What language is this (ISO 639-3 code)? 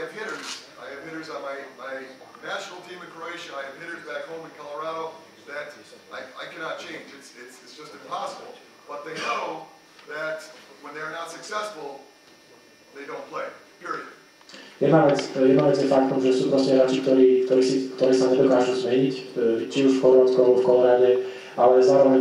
slk